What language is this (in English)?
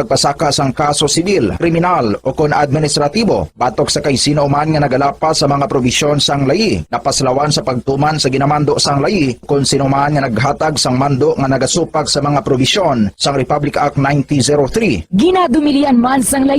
Hiligaynon